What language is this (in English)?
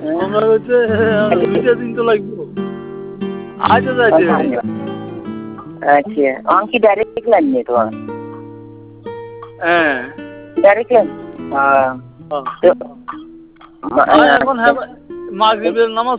Bangla